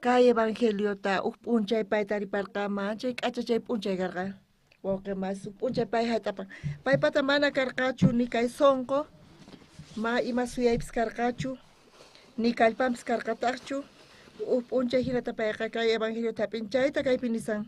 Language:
South Bolivian Quechua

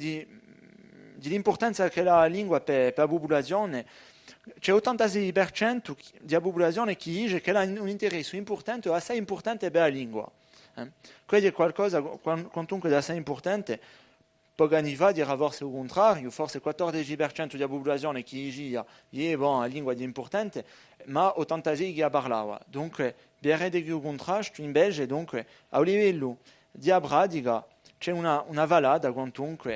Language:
Corsican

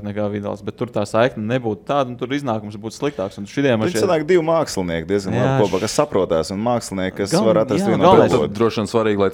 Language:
Latvian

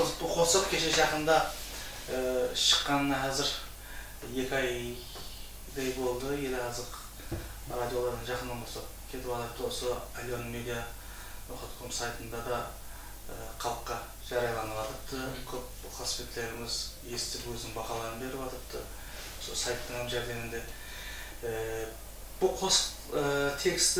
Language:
Kara-Kalpak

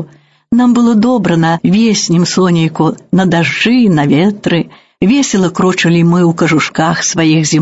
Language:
Belarusian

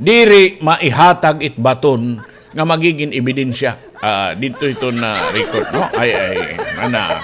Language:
Waray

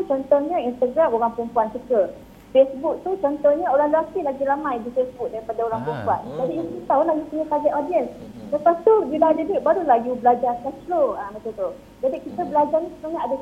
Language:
Malay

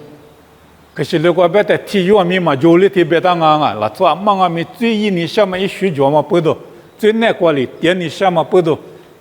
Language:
Lisu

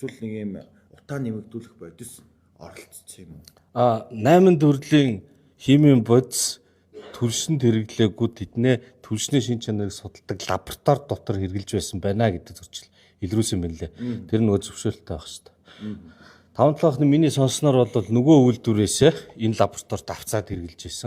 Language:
Mongolian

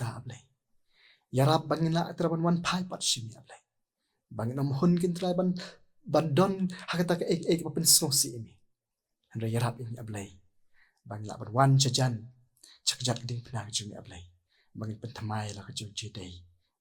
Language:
Khasi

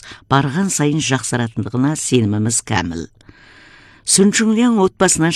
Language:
Kazakh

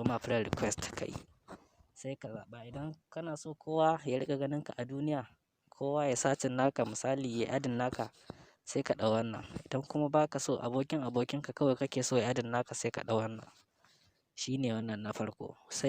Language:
Hausa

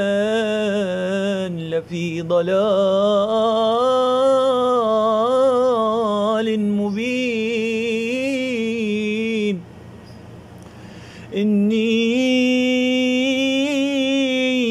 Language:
Arabic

